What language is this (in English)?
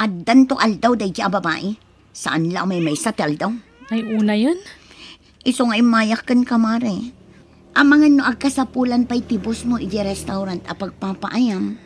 Iloko